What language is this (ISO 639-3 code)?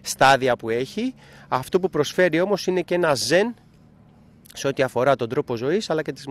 ell